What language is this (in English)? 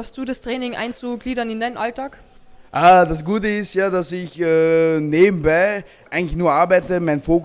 German